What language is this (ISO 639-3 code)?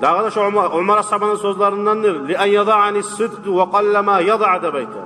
kum